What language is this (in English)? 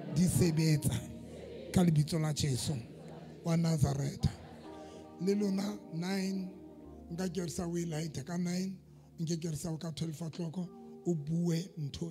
Southern Sotho